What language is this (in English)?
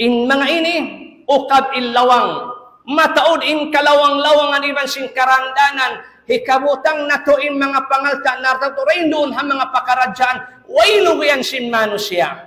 Tausug